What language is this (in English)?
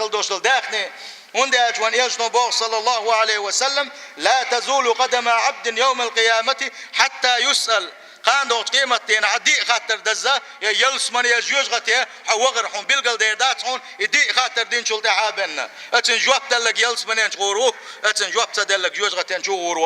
Chechen